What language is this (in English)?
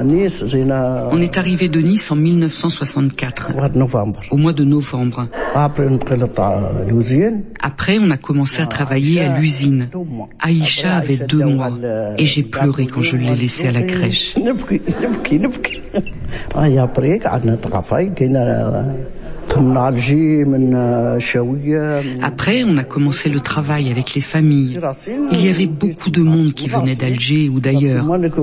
French